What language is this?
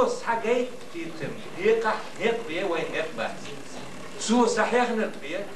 Chechen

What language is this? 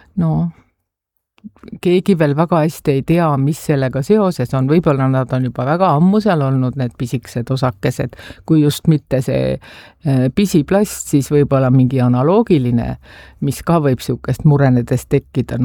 Estonian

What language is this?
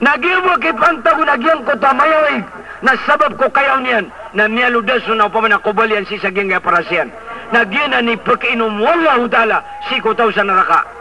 Maranao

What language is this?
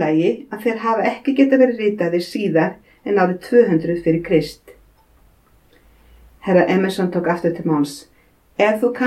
Icelandic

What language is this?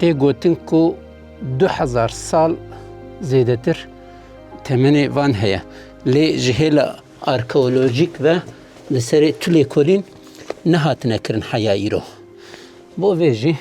Kurdish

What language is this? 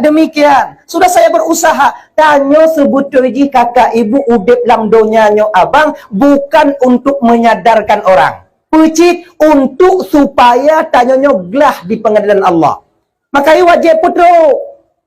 Achinese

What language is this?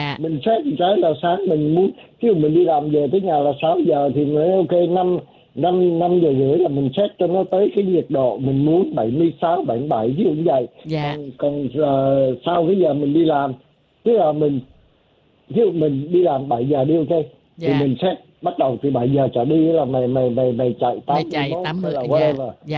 Vietnamese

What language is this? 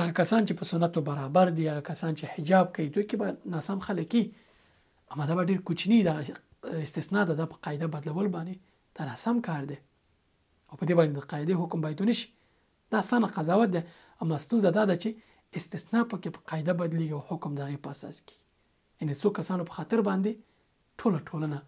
Pashto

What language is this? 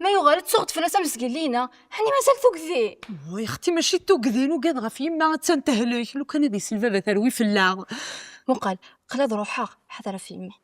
Kabyle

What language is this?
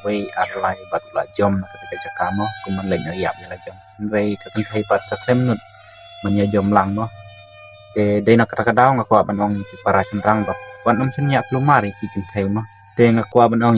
Khasi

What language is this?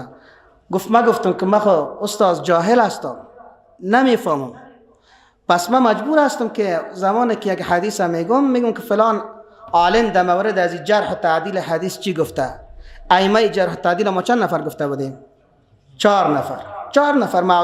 Persian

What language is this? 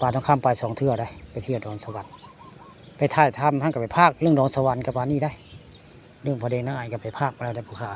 Northeastern Thai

